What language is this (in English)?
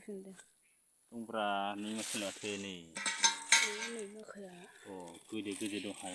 Bodo